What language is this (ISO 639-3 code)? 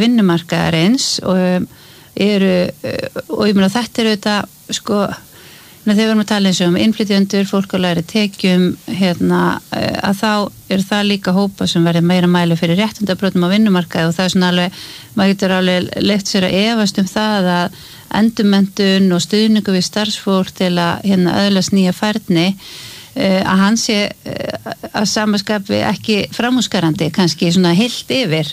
isl